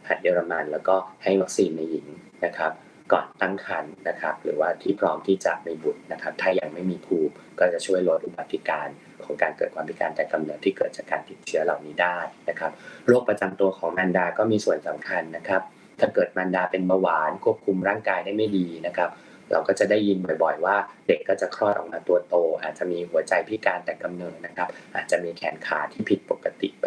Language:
Thai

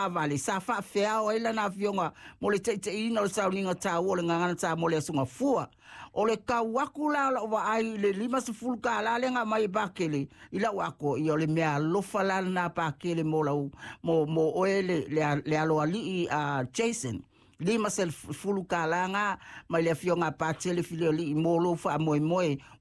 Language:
Samoan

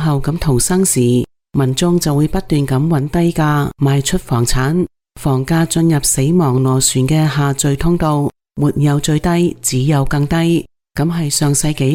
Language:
Cantonese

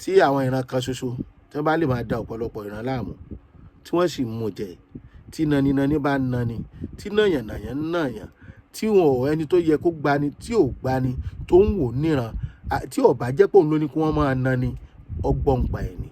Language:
Yoruba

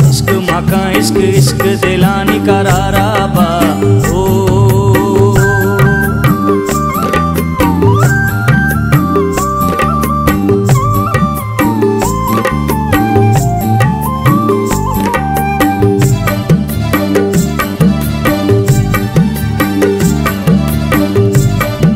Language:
Bhojpuri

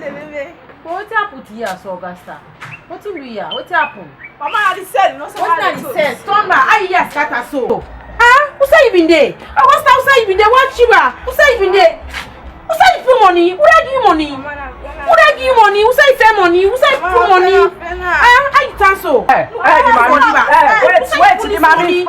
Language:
Krio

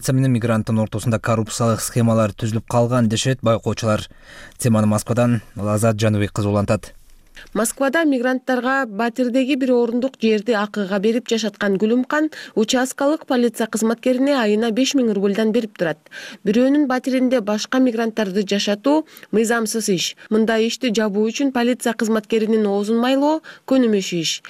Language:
Kyrgyz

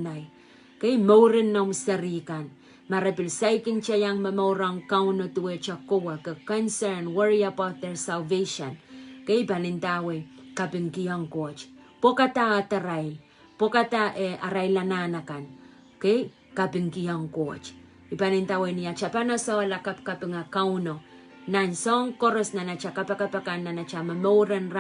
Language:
Pohnpeian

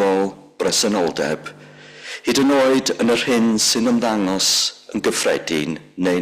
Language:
Welsh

